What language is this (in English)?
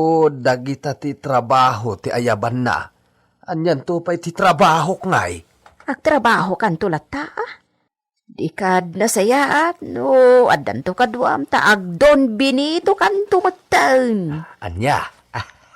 Iloko